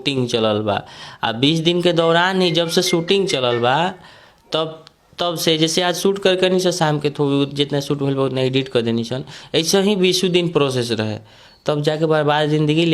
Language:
Bhojpuri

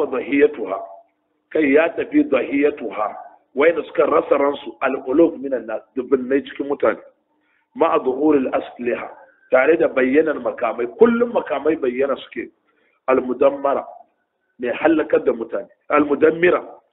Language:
Hausa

